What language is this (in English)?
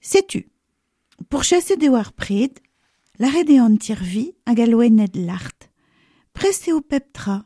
Breton